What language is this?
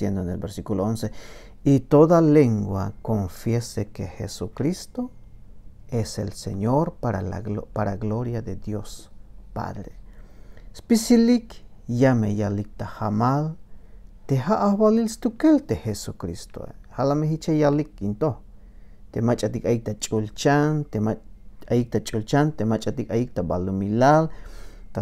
Tzeltal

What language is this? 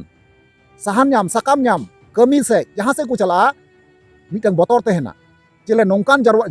Santali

